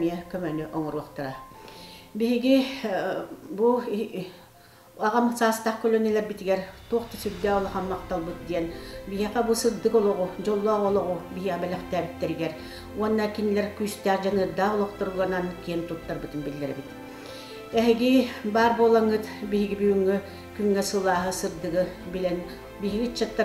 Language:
Yakut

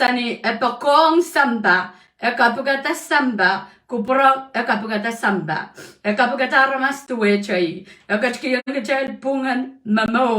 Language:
Pohnpeian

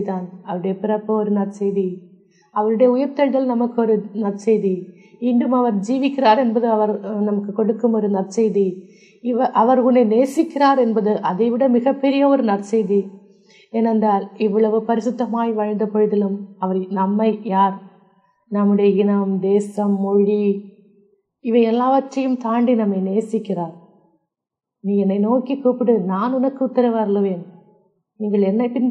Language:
Tamil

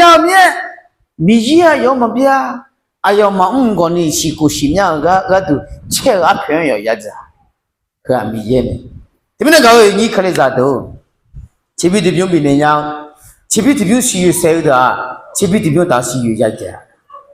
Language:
Akha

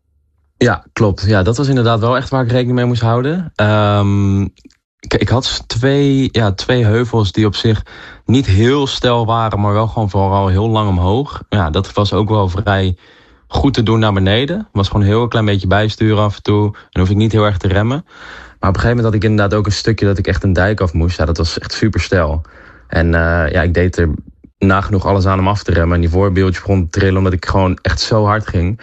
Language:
Dutch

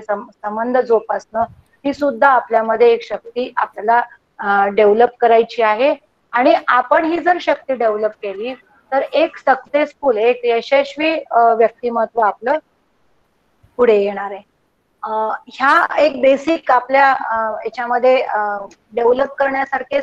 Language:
Marathi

